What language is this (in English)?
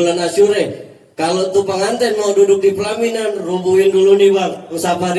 Betawi